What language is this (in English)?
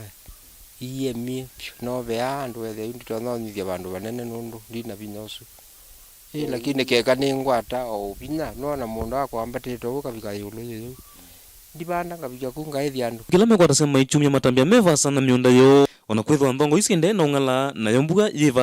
Kamba